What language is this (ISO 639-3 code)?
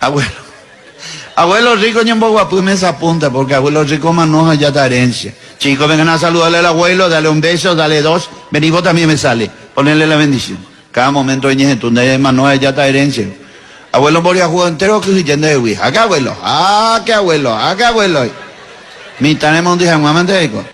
grn